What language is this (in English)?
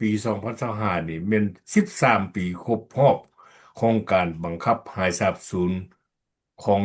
Lao